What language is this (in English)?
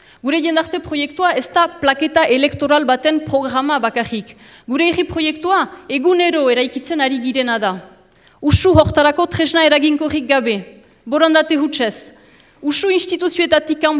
Basque